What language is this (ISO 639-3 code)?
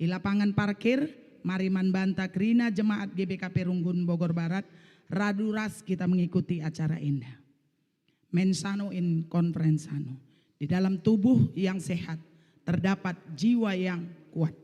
btx